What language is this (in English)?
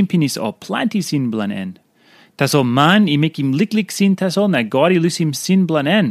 Tok Pisin